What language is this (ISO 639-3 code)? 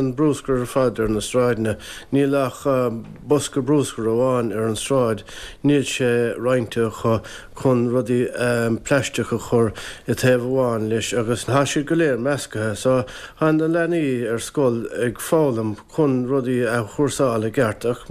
gle